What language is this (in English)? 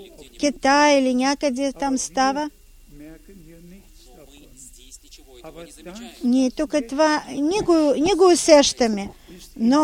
Bulgarian